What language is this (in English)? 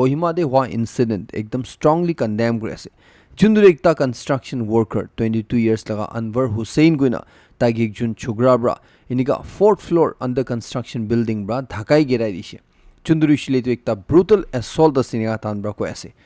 Naga Pidgin